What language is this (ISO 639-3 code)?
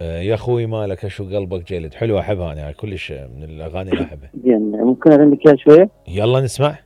acm